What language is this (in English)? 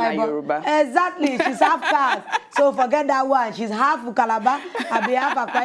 Nigerian Pidgin